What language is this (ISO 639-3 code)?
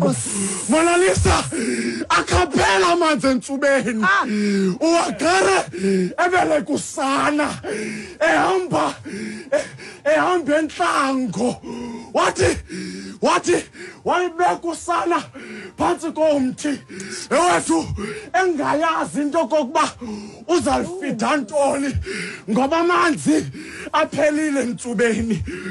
xho